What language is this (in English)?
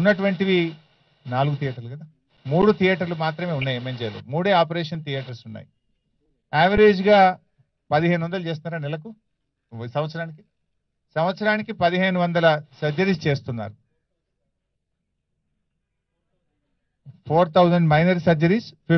Telugu